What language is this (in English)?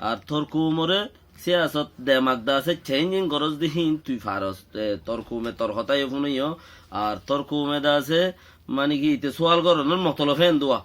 Rohingya